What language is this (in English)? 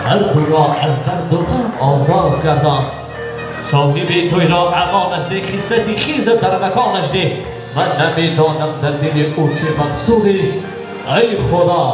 Tajik